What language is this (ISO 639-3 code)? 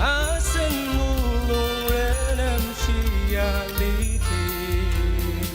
njo